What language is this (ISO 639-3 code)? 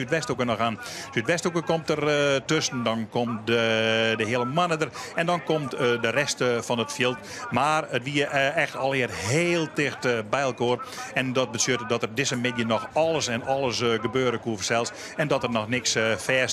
fry